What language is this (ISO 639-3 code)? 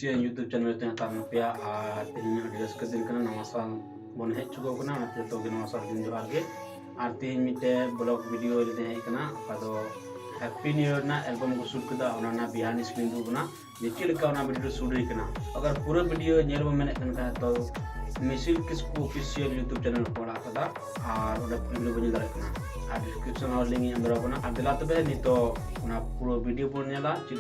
sat